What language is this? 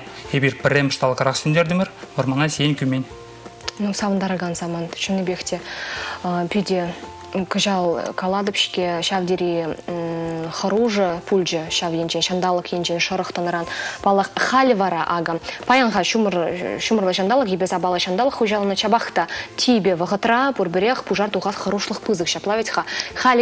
Chuvash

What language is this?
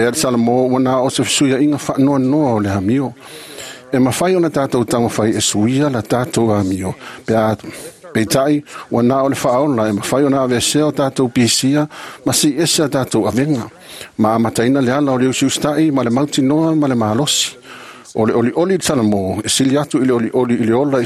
Samoan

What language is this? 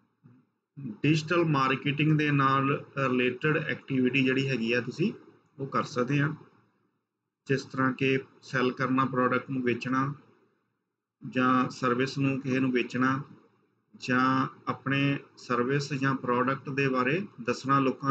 Punjabi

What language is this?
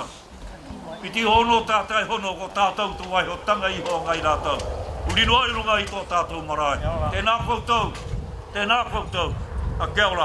Māori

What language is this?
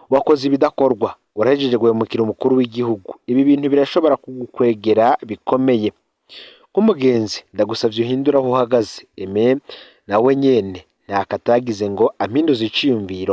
Rundi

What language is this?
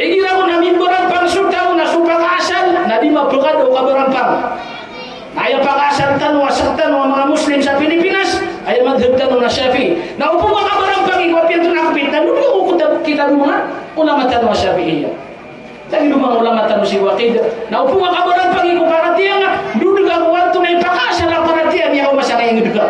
Maranao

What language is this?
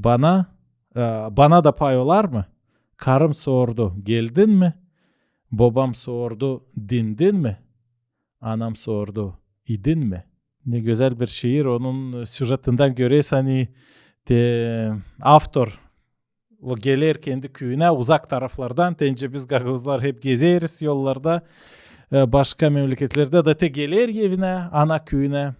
Gagauz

